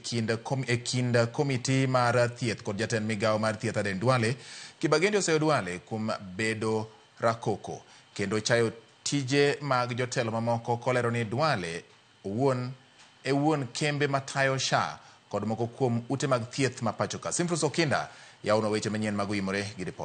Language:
Luo (Kenya and Tanzania)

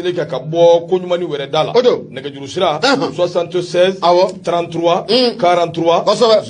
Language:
Bambara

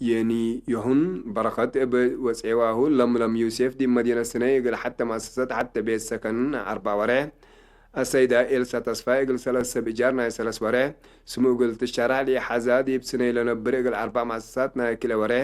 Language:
Tigre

